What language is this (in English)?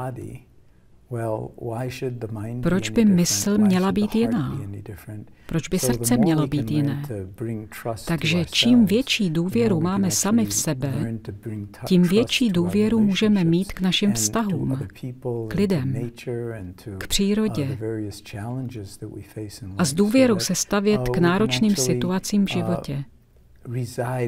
Czech